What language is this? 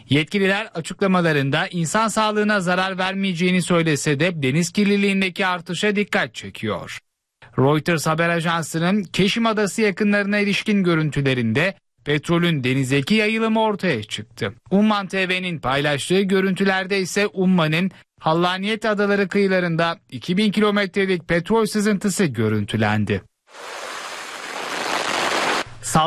Turkish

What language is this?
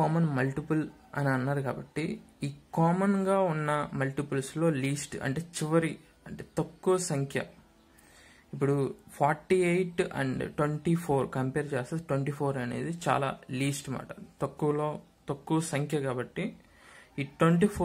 Telugu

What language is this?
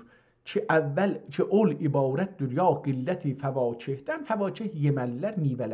South Azerbaijani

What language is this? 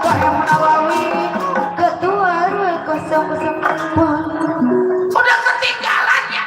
Betawi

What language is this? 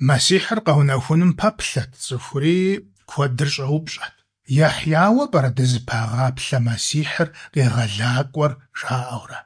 Kabardian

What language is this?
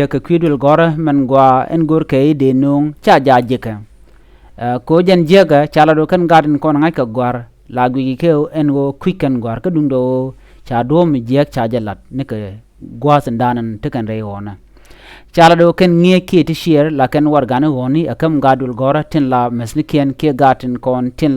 Nuer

